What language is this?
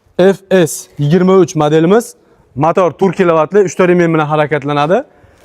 Uzbek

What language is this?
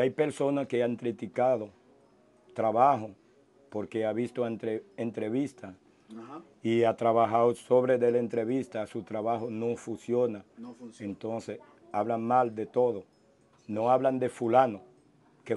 Spanish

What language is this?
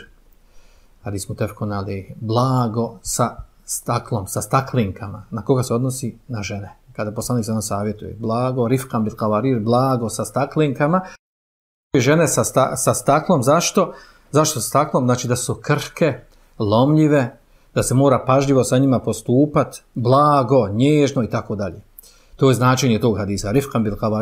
Bosnian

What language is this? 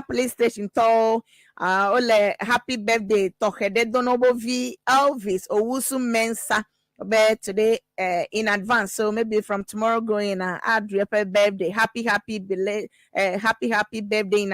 Ewe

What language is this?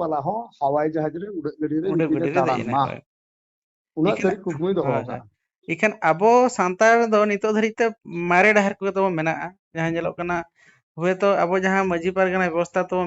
Santali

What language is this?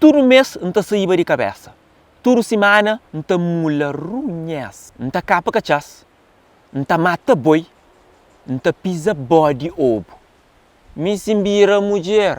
Kabuverdianu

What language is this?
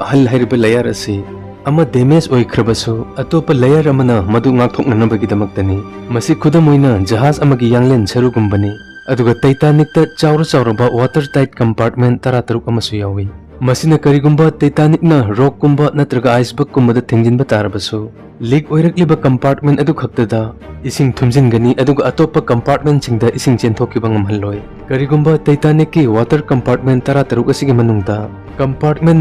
Manipuri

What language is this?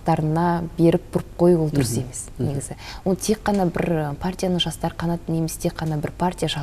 Kazakh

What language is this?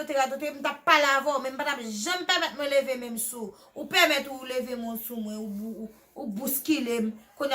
Haitian Creole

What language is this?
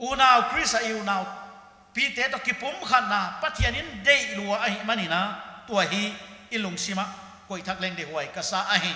Paite Chin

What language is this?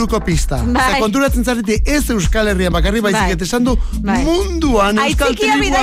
Basque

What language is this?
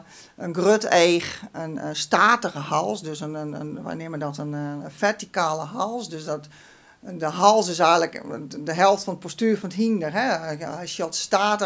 Western Frisian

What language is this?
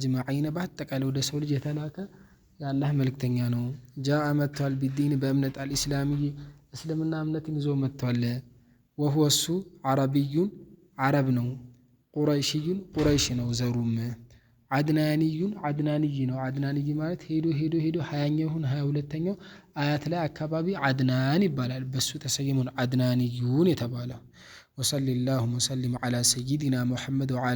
Amharic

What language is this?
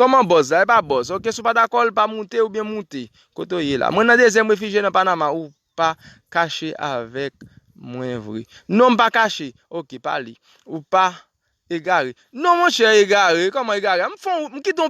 Haitian Creole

